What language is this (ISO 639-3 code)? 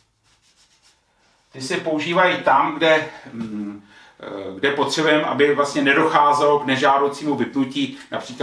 ces